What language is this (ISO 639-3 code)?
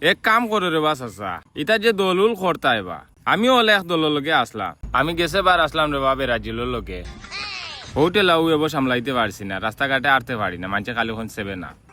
syl